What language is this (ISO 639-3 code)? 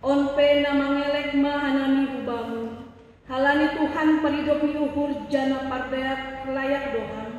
bts